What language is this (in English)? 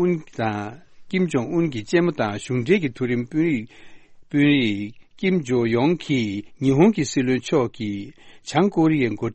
Tibetan